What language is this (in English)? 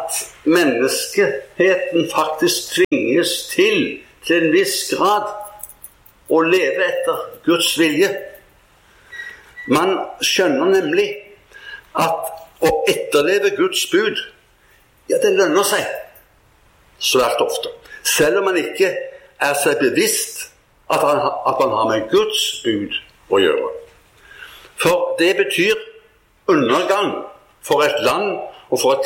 Norwegian